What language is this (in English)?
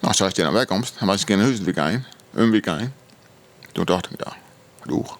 Western Frisian